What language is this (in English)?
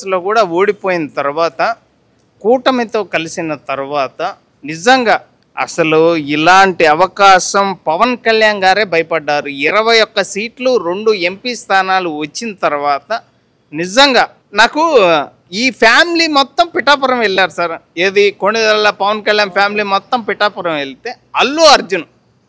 Telugu